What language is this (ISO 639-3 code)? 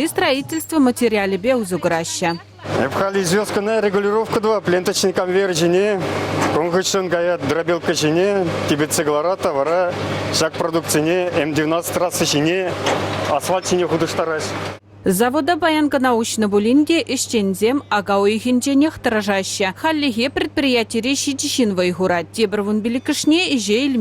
chv